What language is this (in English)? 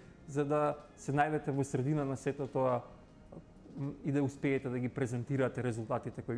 Macedonian